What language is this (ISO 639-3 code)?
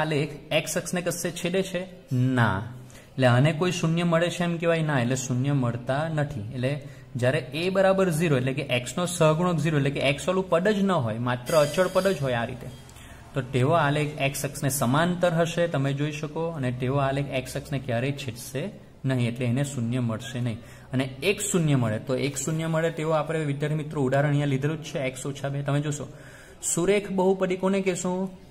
guj